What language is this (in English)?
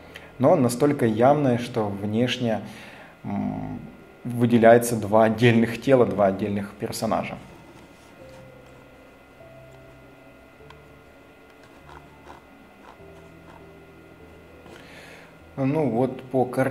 Russian